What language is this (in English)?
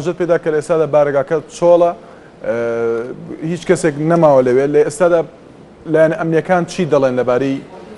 Central Kurdish